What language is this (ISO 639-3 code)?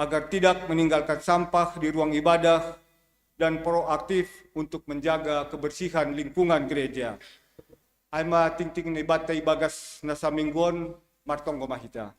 bts